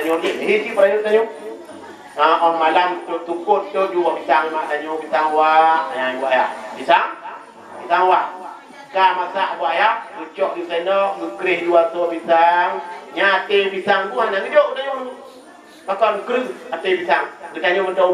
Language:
Achinese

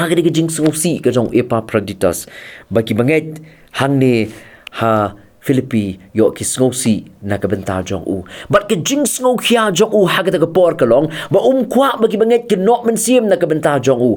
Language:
Khasi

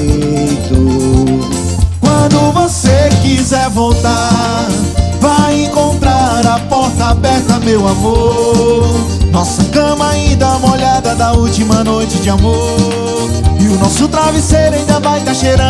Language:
Portuguese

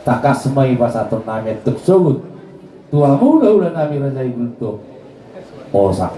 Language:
Batak Toba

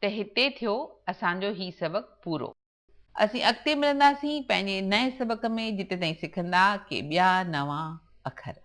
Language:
Sindhi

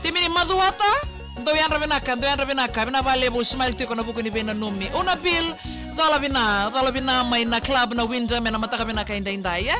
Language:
Fijian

